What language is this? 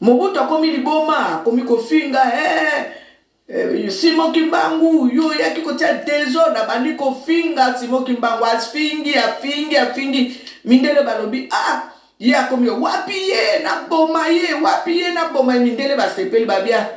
Lingala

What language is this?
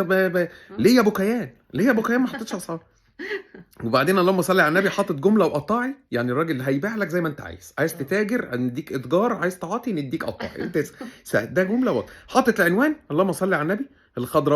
Egyptian Arabic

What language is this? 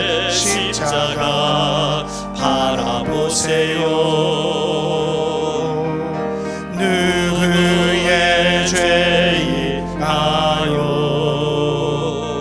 Korean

